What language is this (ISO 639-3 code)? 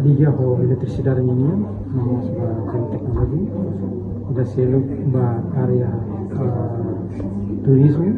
tet